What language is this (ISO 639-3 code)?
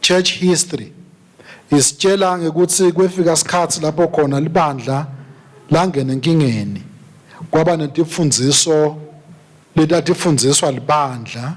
ssw